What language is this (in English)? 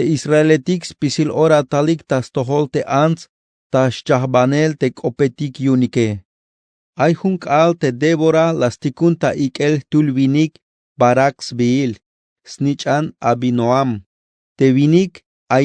Tzeltal